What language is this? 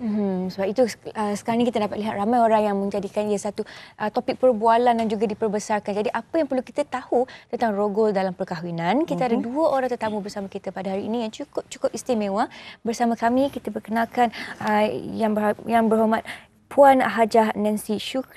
Malay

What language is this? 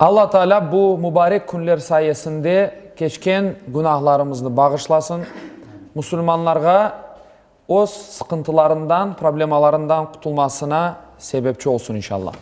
Crimean Tatar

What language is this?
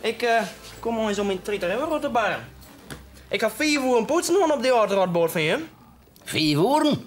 Western Frisian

